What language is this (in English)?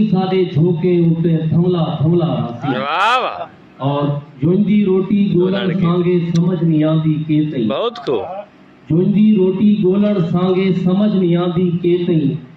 Saraiki